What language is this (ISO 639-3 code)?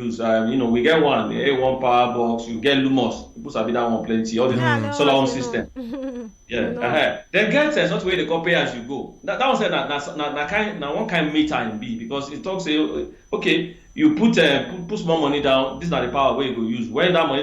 pcm